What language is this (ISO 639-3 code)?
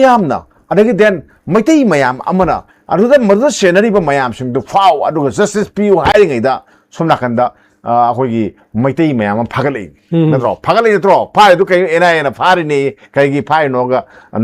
mni